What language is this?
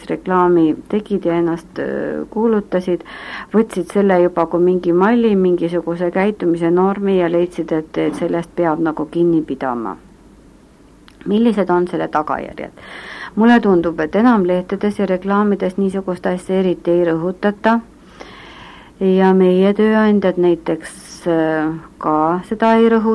Estonian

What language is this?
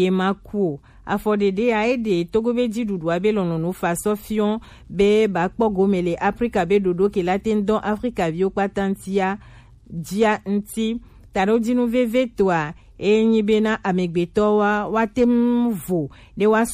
Gen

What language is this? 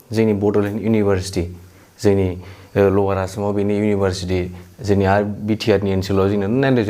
Bodo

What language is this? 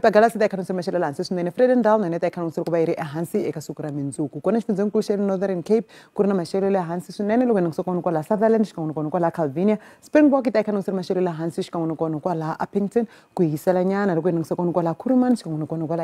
Tsonga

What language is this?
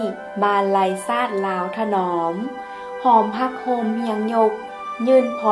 Lao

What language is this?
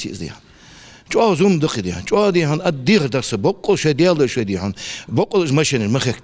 Ingush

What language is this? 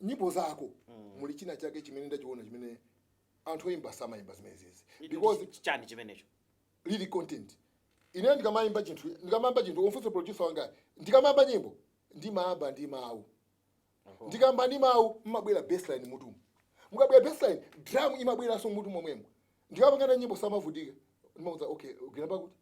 Nyanja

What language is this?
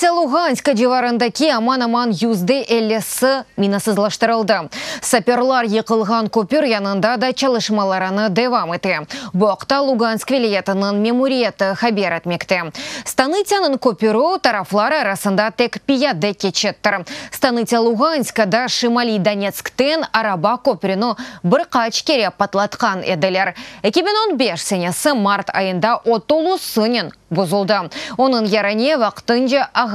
Crimean Tatar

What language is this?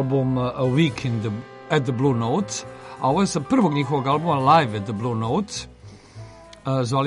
Serbian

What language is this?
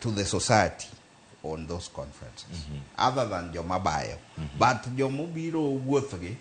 Luo (Kenya and Tanzania)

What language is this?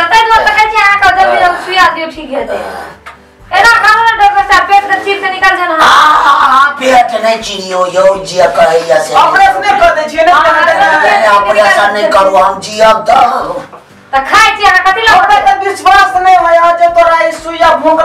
Maithili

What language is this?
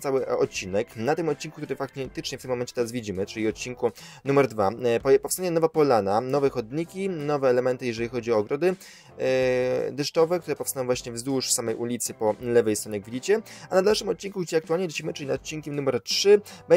Polish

